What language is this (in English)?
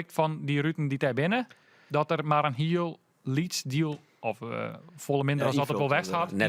Western Frisian